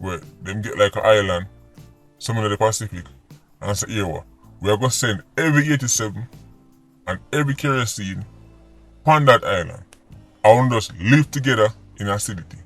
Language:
Jamaican Creole English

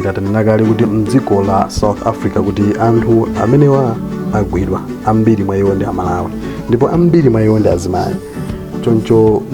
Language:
Nyanja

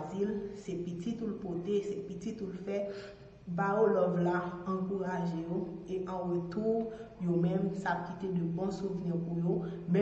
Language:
Haitian Creole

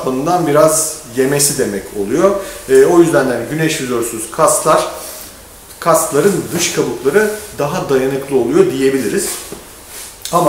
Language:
Turkish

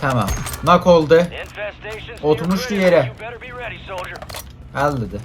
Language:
South Azerbaijani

